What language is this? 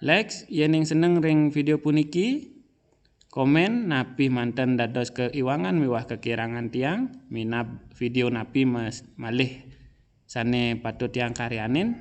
Balinese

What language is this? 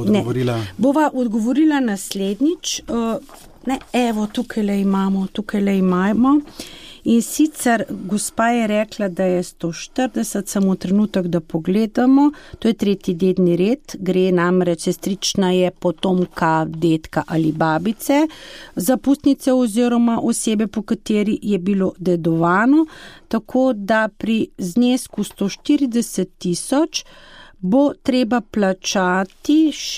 Slovenian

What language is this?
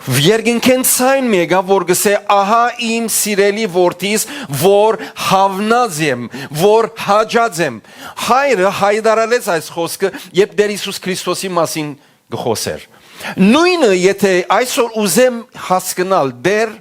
Western Armenian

